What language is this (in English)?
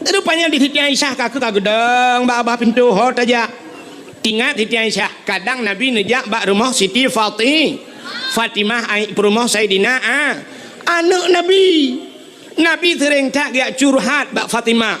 Achinese